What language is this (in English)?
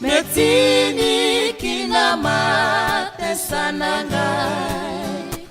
Fijian